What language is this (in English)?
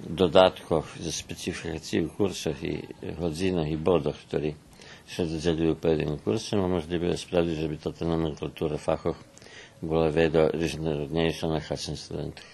Rusyn